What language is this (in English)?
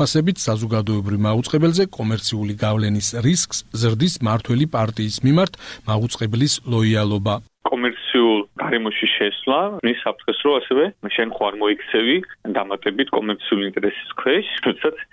Georgian